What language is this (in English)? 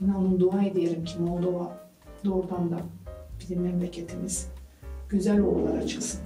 Gagauz